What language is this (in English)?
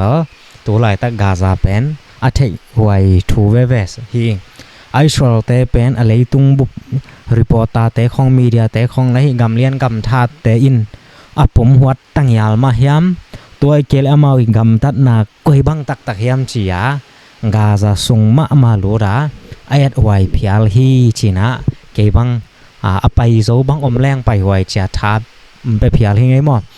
Tedim Chin